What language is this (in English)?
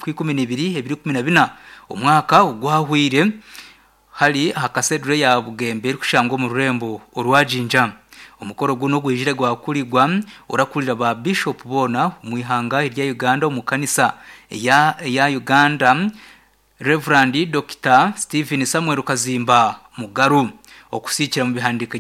Nyankole